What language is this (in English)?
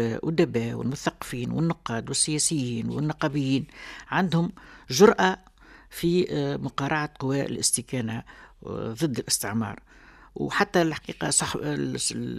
Tunisian Arabic